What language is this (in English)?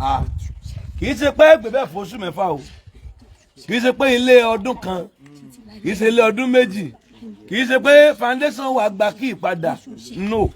Yoruba